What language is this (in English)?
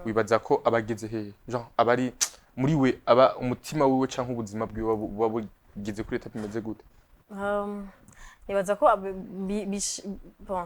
Rundi